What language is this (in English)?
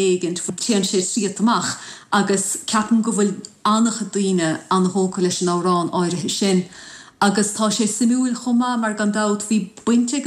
Irish